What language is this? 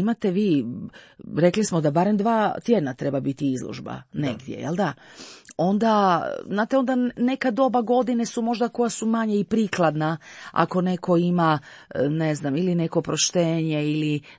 Croatian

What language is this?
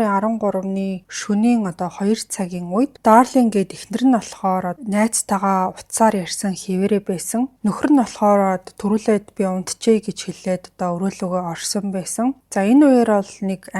Mongolian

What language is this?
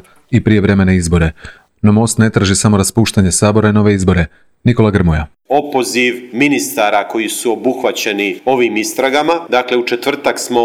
Croatian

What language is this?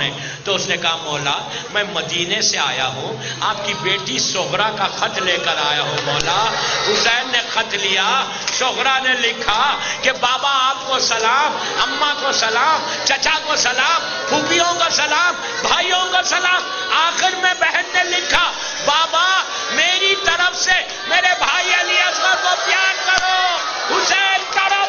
Urdu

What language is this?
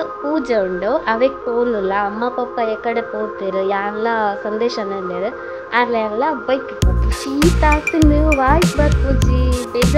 Tulu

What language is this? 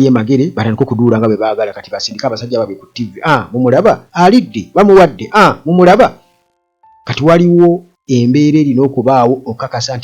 Ganda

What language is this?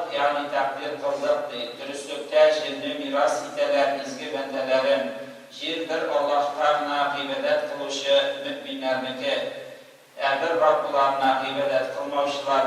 Tatar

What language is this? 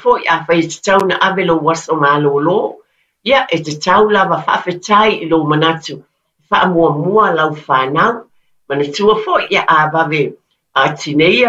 Samoan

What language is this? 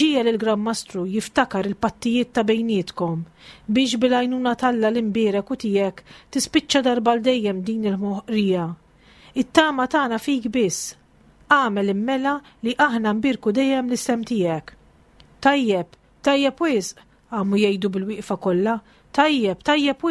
Maltese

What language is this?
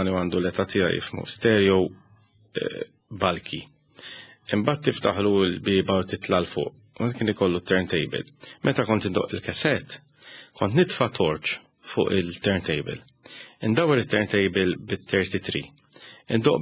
Maltese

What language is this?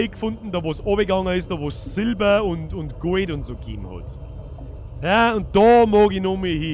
Bavarian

